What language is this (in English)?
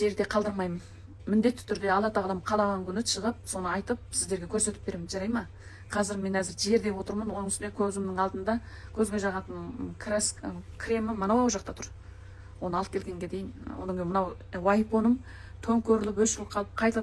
Kazakh